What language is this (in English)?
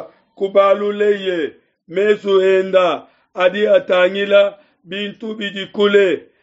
Luba-Lulua